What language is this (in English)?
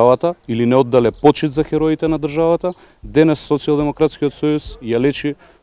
Macedonian